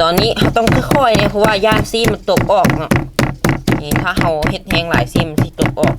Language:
Lao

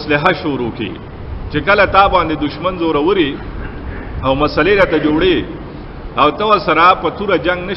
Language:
Pashto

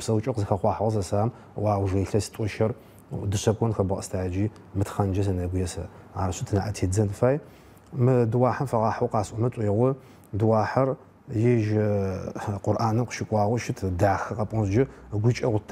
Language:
Adyghe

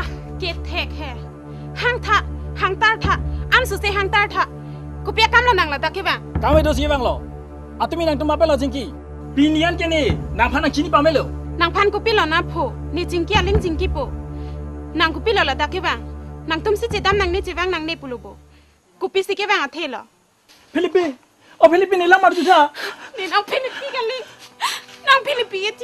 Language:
Karbi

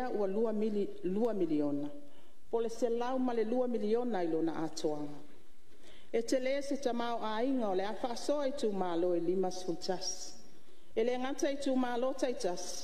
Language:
Samoan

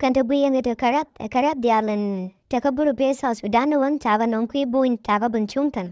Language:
Nuer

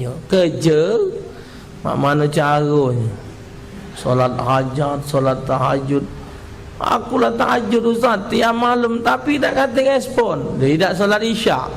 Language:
Musi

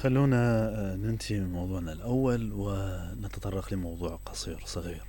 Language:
Mesopotamian Arabic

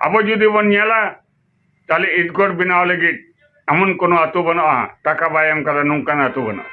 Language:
Santali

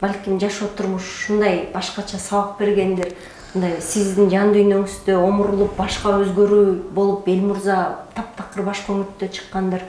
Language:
Kyrgyz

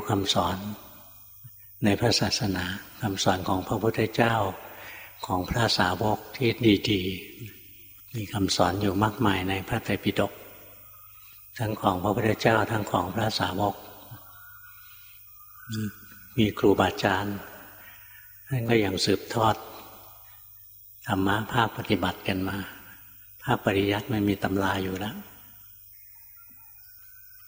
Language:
Thai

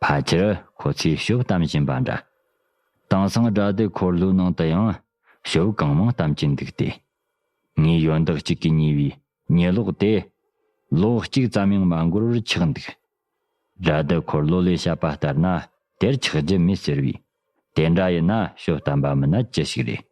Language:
Tibetan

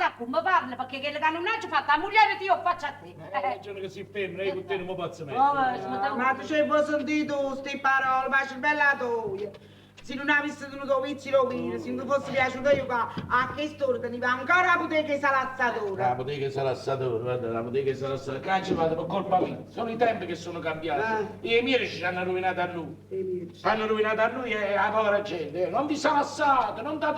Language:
Neapolitan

